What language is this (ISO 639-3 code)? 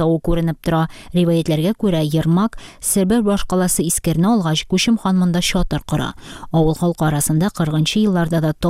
tat